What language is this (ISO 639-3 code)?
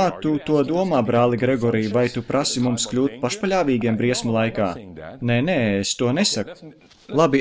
lav